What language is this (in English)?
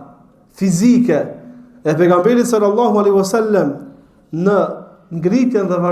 Albanian